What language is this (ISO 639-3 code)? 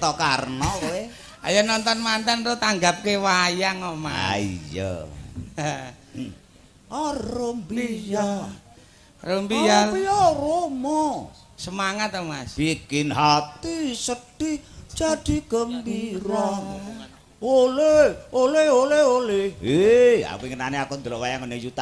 jav